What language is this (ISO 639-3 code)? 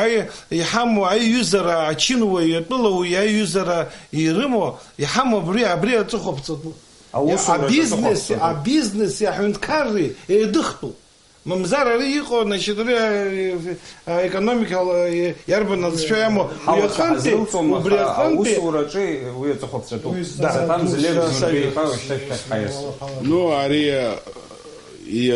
abk